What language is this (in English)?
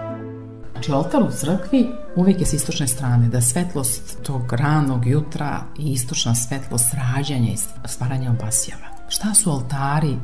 Serbian